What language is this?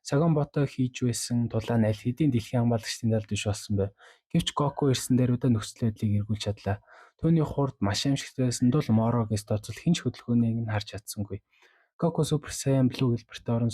Mongolian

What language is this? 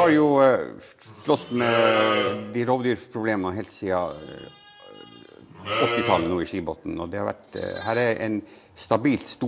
Norwegian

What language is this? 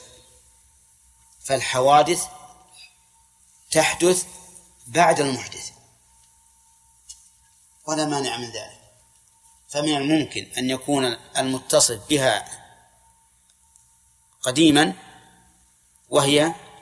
Arabic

